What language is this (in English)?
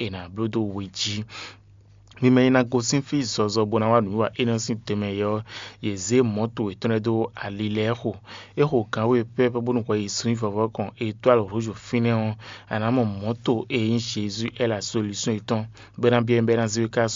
Fon